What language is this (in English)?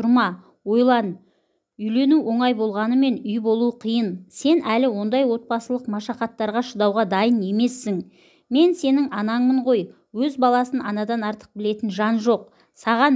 Kazakh